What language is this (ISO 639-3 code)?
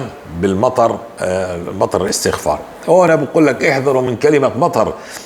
apc